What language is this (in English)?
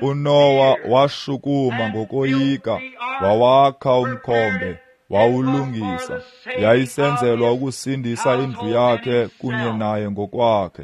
Xhosa